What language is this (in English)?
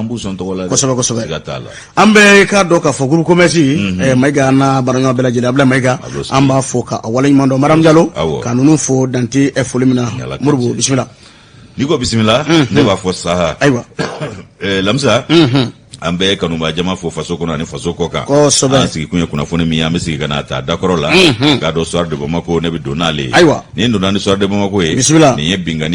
Bambara